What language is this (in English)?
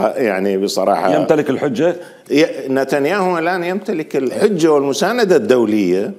Mesopotamian Arabic